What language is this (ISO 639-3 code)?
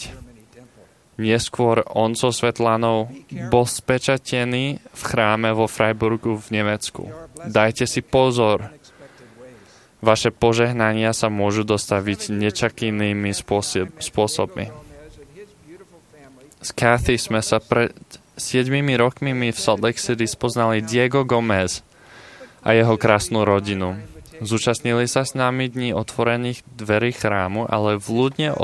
slk